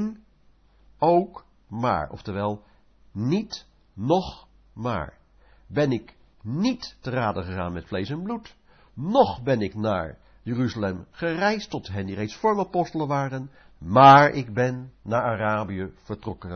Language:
Dutch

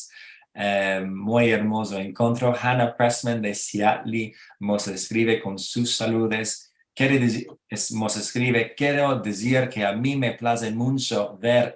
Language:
Ladino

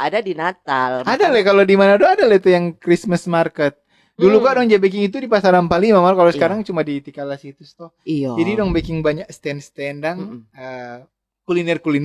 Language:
Manado Malay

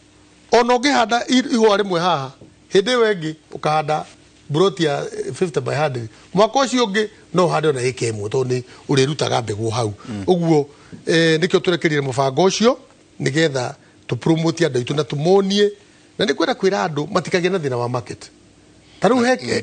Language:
Kikuyu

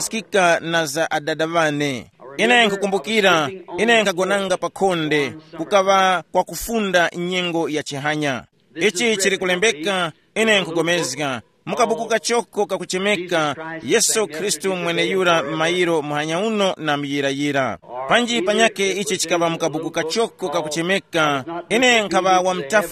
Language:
Tumbuka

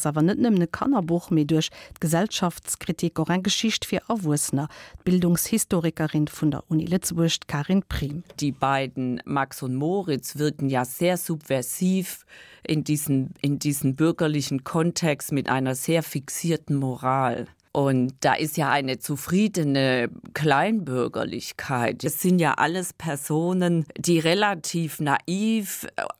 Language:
Luxembourgish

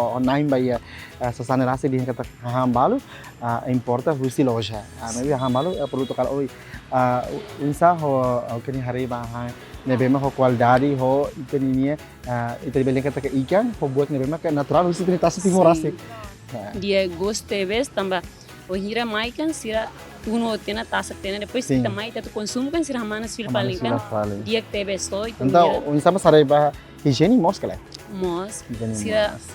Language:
Tetum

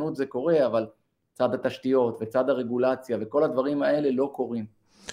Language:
Hebrew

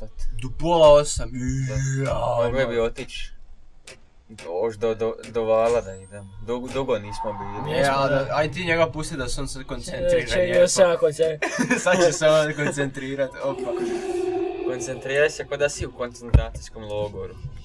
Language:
Croatian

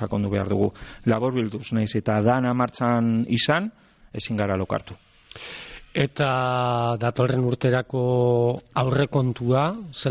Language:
Basque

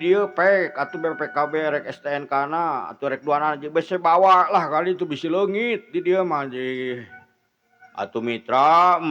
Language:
Sundanese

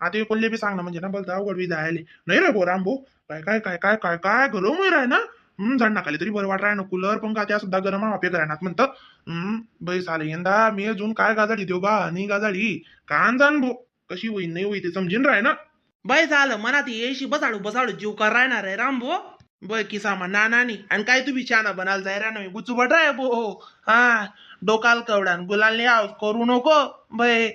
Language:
Khandesi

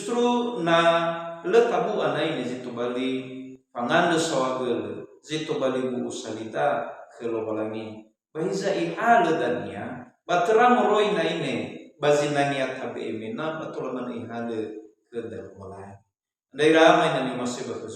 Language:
Nias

